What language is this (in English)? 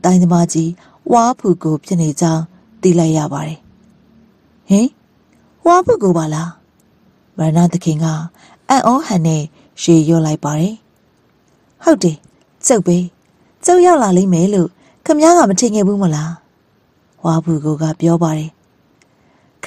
Burmese